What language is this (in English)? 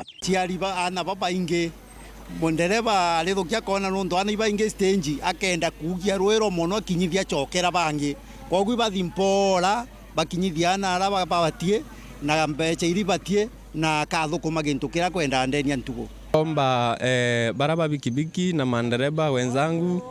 Meru